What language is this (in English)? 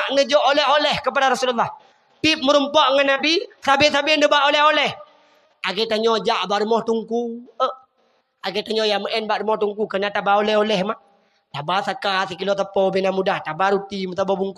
Achinese